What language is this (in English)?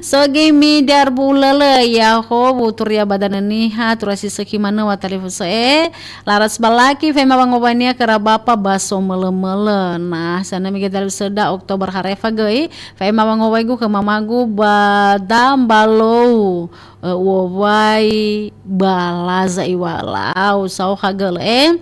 Nias